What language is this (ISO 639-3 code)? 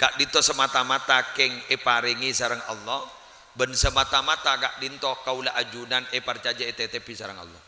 mad